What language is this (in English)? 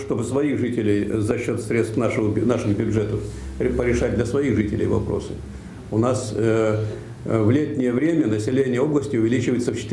Russian